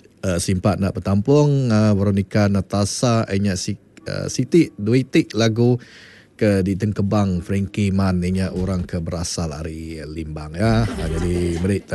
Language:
Iban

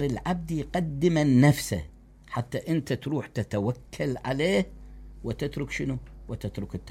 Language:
Mesopotamian Arabic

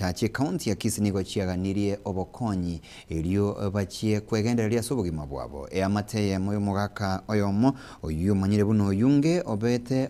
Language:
Gusii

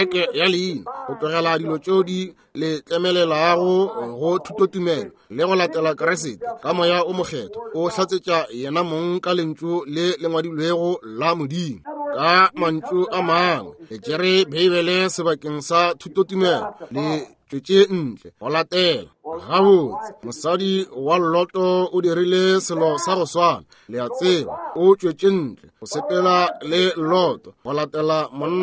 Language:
Northern Sotho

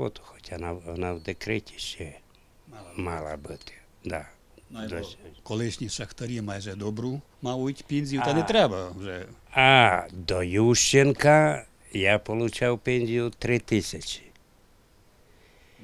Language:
Ukrainian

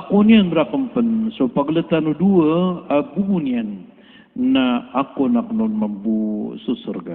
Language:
Maranao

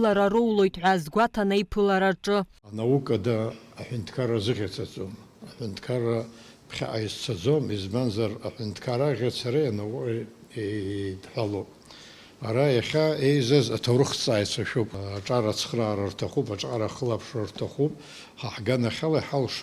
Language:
Abkhazian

